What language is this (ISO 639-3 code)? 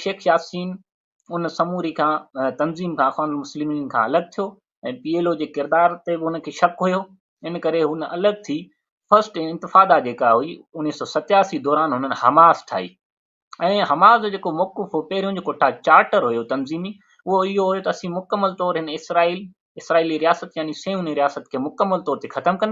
snd